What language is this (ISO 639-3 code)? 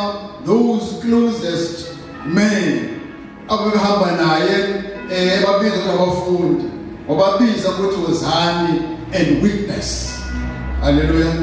zul